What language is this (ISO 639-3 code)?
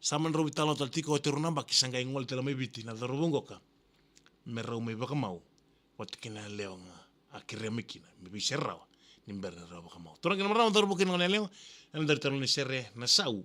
fij